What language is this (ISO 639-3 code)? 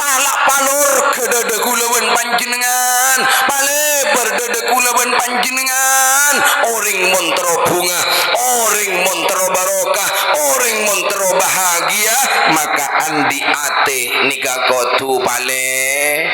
mad